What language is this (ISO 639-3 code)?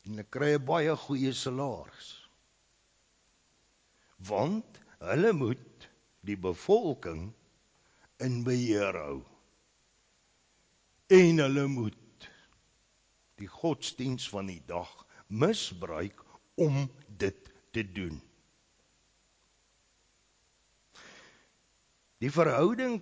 afr